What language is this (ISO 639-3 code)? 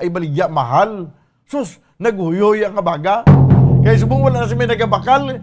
hil